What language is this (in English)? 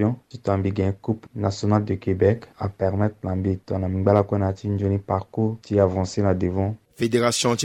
Sango